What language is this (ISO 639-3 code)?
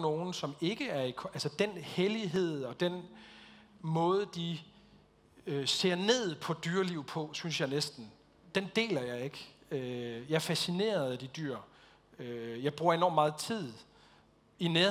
dan